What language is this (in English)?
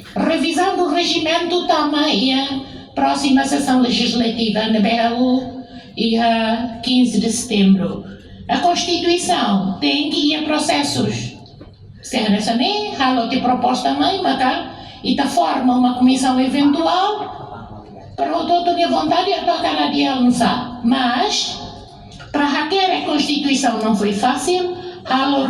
Tetum